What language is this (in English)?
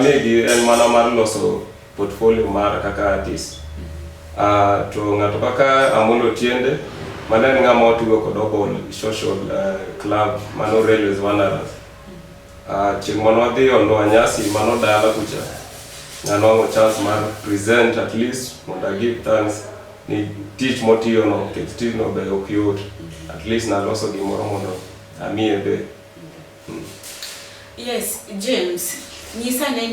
Luo (Kenya and Tanzania)